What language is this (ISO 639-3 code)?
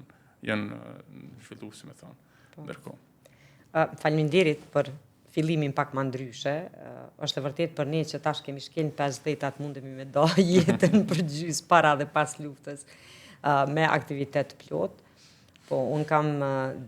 sqi